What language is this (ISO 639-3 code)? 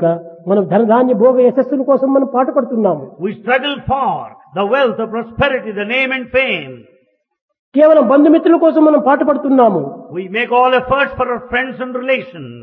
tel